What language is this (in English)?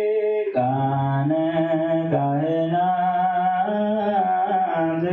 Geez